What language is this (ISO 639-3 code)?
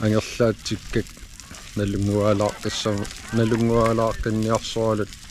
kal